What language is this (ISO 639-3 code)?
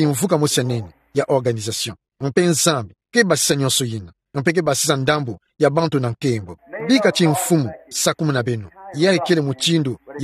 ktu